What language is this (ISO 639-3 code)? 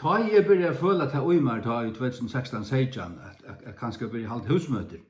fao